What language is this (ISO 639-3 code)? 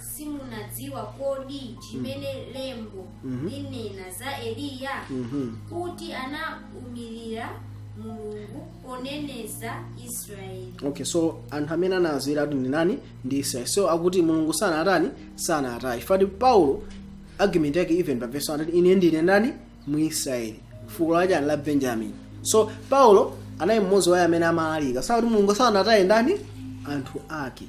nya